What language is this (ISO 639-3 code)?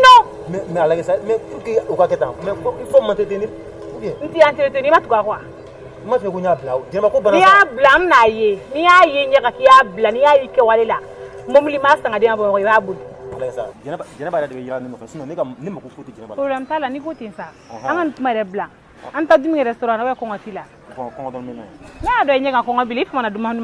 bam